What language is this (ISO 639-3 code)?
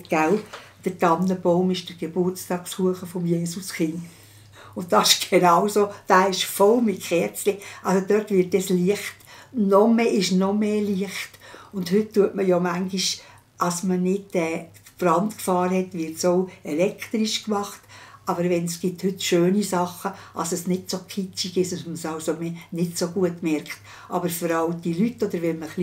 gsw